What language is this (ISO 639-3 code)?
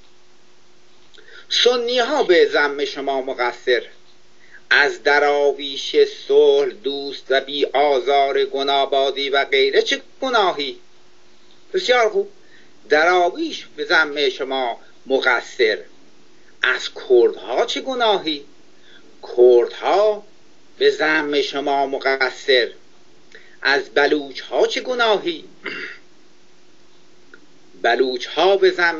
fas